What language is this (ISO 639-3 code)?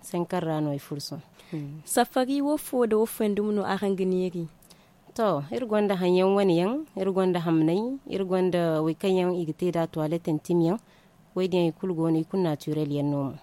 dje